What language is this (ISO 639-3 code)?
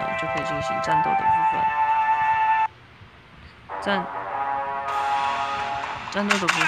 zho